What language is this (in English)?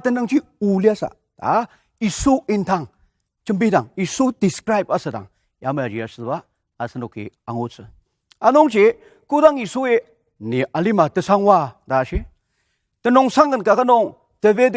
Ao Naga